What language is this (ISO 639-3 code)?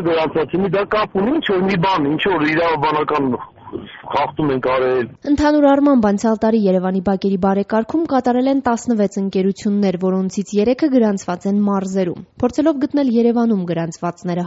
hye